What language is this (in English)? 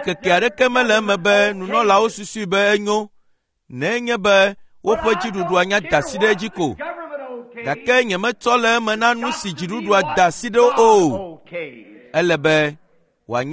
Ewe